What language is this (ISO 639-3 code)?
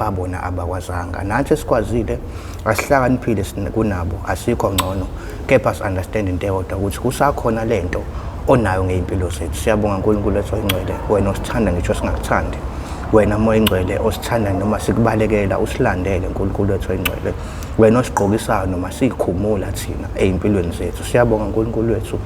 zul